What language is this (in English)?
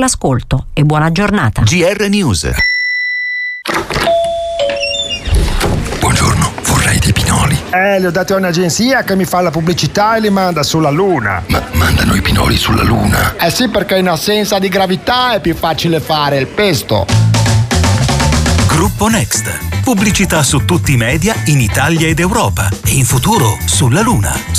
Italian